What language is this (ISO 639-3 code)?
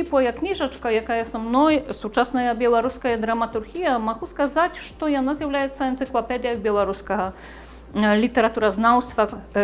bel